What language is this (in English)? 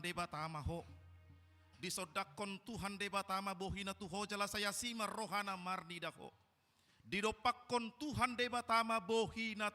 Batak Toba